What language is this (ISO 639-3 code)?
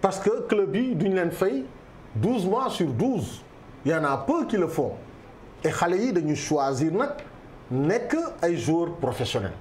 wol